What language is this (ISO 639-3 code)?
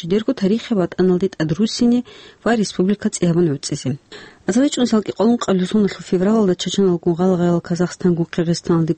ava